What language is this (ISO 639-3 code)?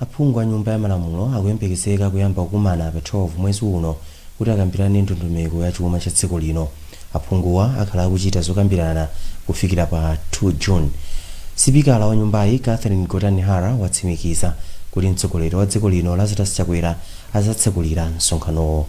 nya